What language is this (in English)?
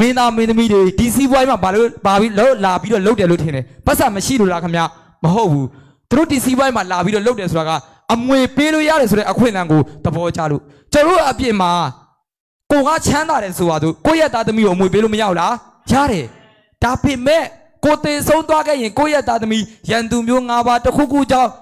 Burmese